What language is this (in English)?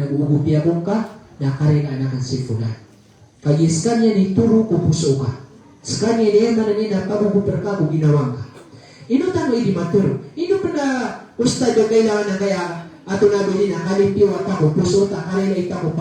Maranao